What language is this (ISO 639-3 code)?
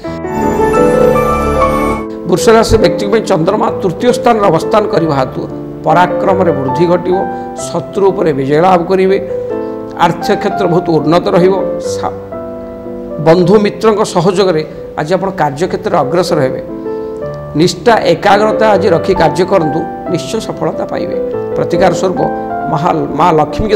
ori